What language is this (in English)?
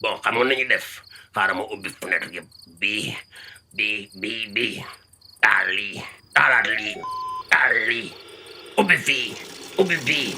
Wolof